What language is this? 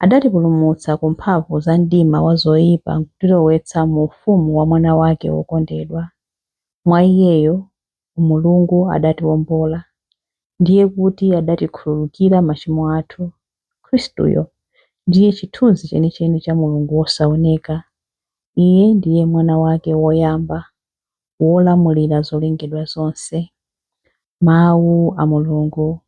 Nyanja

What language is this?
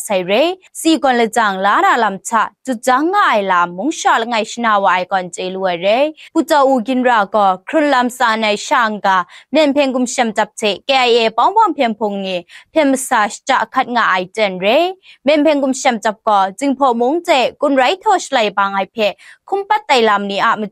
Kachin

